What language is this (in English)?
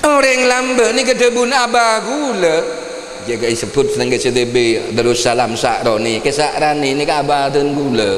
Madurese